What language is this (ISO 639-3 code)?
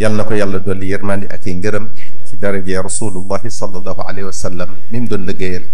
wol